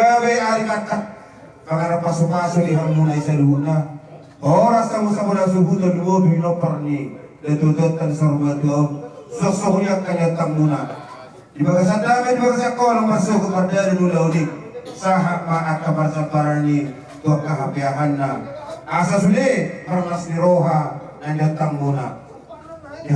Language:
Batak Toba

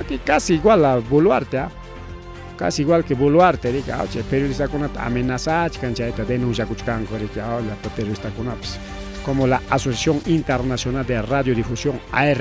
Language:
Ayacucho Quechua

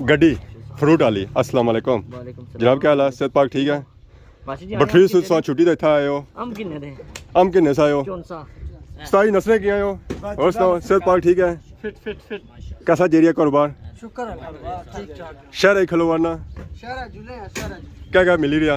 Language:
Pahari-Potwari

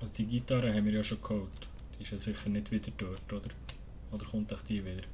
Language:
Swiss German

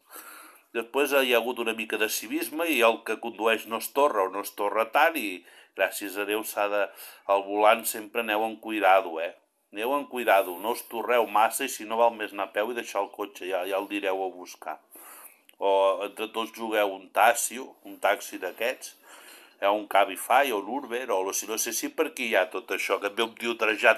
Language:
Catalan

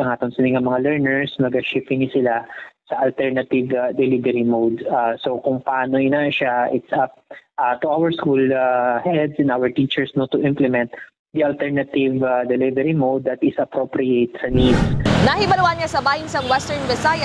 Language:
Hiligaynon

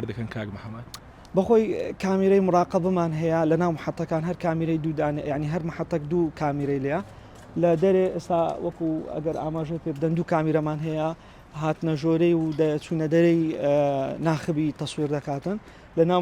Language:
Central Kurdish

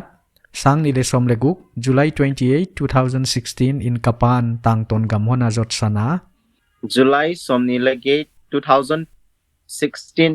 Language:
Paite Chin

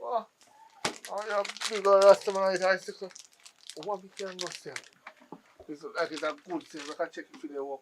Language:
Jamaican Creole English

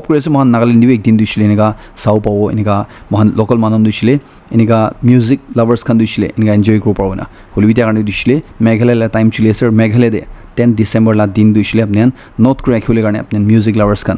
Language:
Naga Pidgin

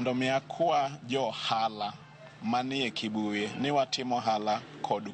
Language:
Luo (Kenya and Tanzania)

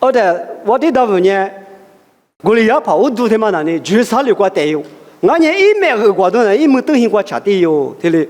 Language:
Lisu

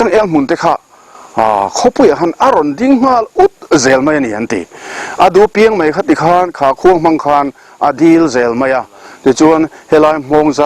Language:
Mizo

